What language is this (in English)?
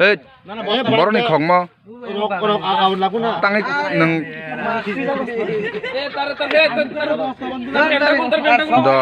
Kok Borok